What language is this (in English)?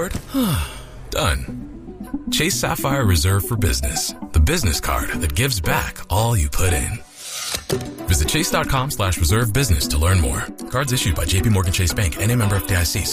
English